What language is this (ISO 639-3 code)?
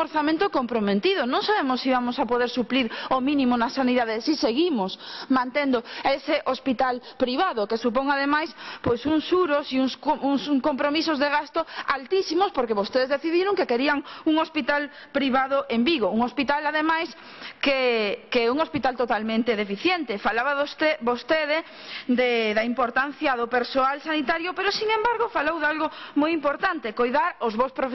glg